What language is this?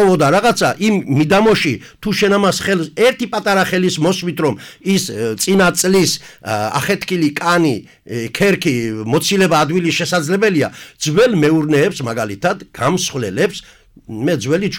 Georgian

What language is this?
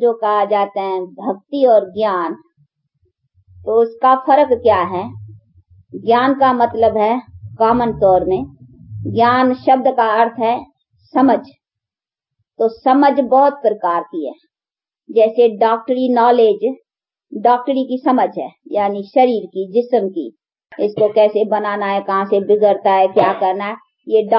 Hindi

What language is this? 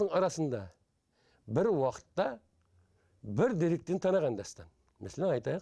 Kara-Kalpak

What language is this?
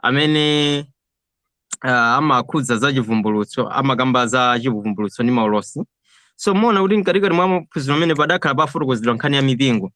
Nyanja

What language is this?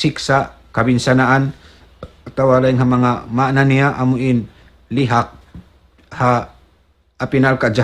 Tausug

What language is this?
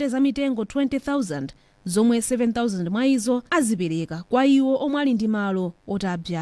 Nyanja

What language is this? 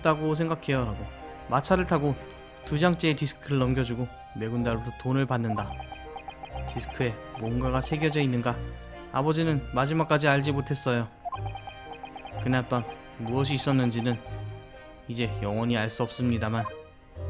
Korean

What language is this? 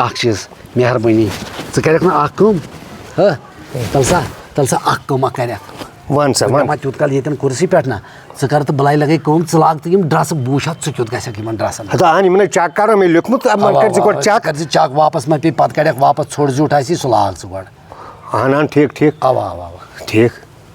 Kashmiri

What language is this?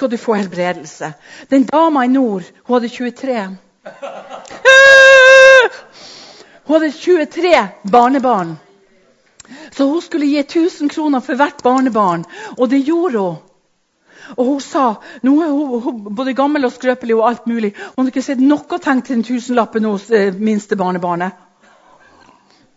Norwegian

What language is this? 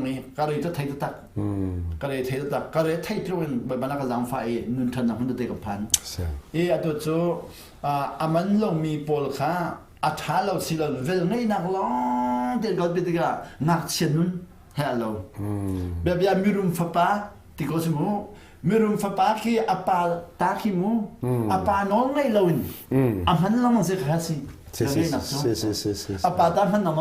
Hakha Chin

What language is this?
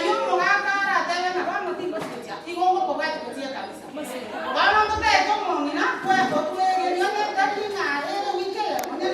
Gusii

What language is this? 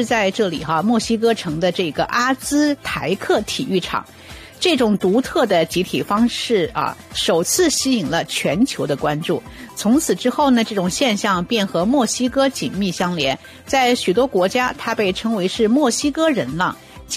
Chinese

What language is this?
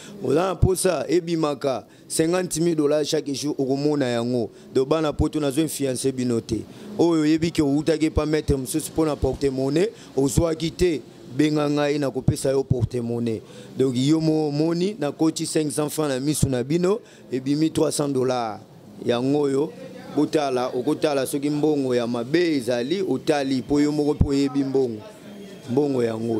Lingala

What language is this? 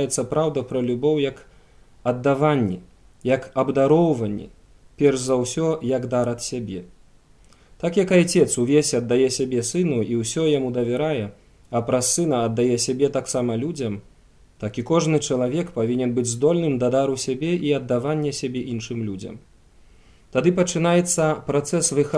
Belarusian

